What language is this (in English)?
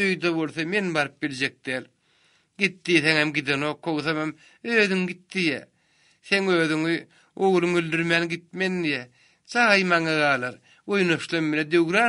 Turkmen